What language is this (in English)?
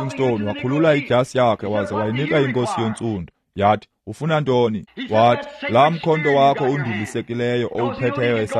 Xhosa